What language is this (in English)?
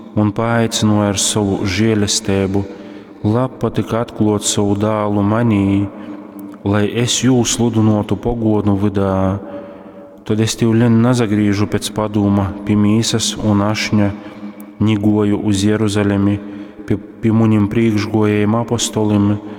Latgalian